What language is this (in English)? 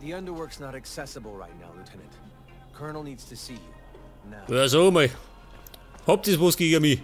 Bavarian